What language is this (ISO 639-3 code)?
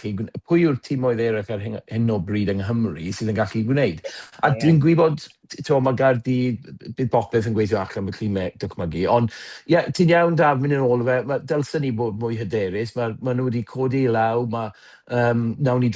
cym